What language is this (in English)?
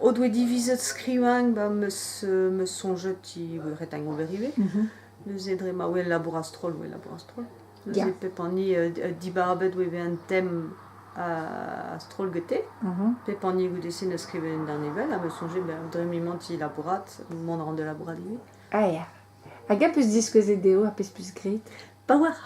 Breton